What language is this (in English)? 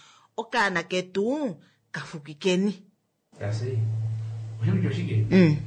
Kuanyama